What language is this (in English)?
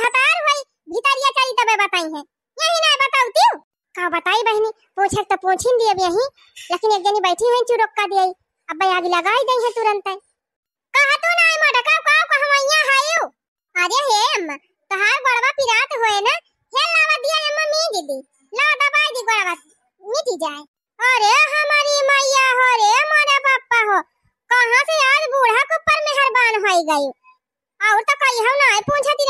Awadhi